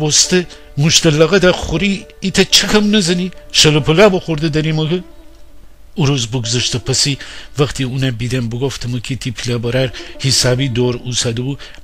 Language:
Gilaki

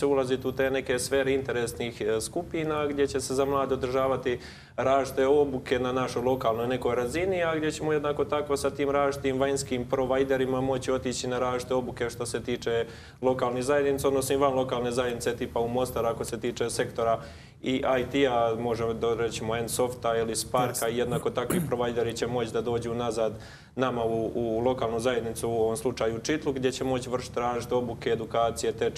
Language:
Croatian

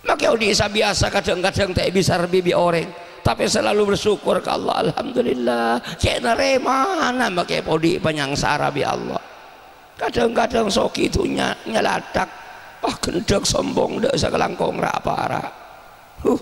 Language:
Madurese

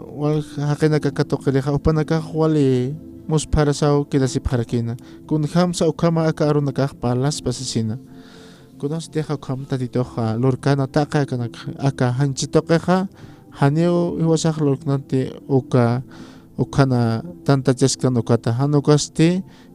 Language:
Aymara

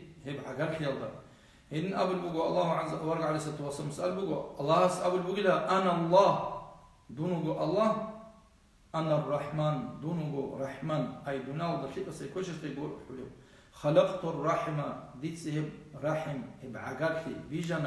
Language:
Avaric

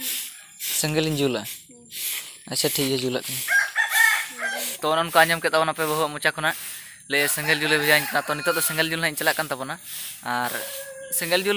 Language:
Santali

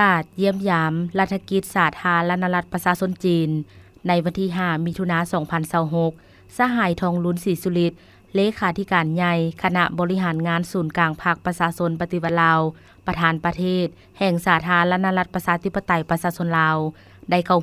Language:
Lao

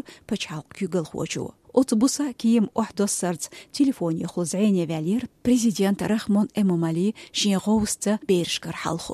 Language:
Chechen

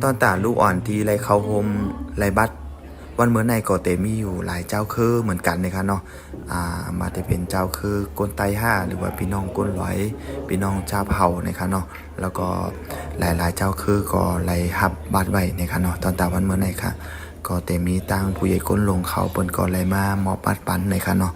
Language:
Shan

